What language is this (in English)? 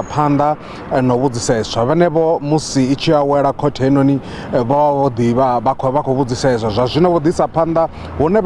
Venda